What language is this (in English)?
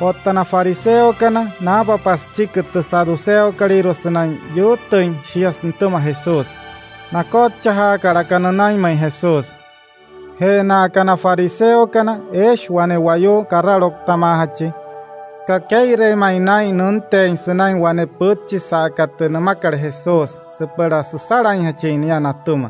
Wayuu